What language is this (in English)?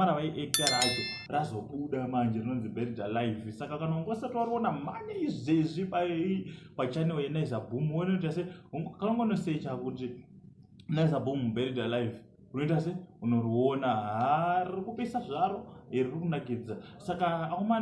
Shona